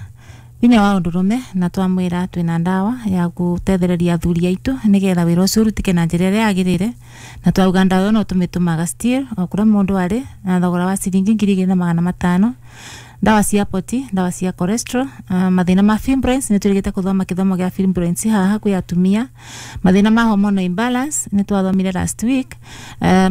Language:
Kikuyu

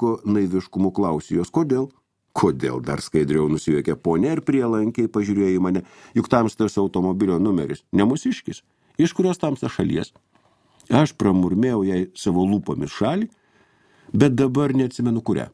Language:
Lithuanian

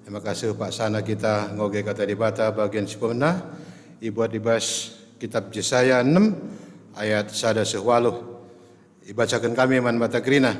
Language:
Batak Karo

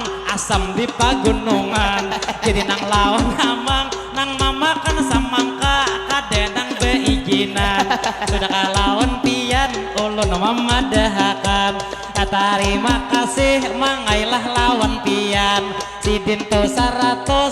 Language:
Banjar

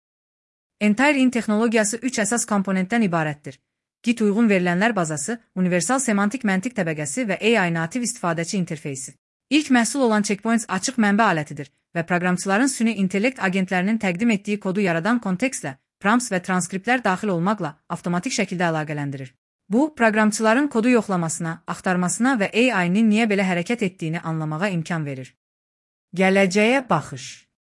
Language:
Azerbaijani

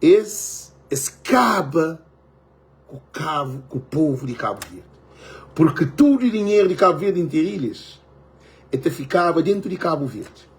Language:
Kabuverdianu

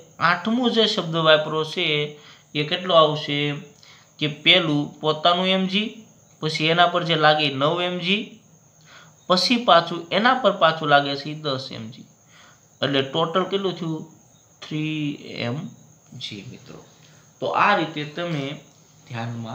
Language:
Gujarati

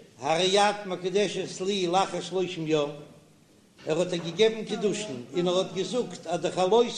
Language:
Yiddish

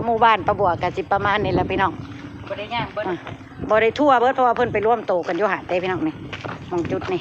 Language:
Northeastern Thai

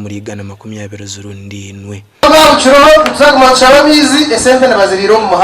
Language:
Nyankole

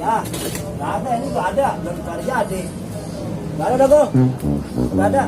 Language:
Betawi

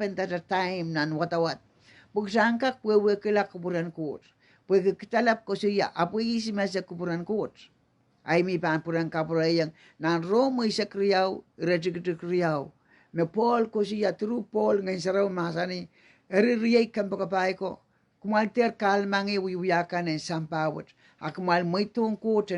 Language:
Pohnpeian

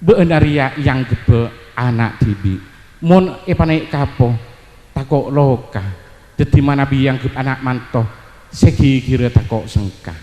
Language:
Madurese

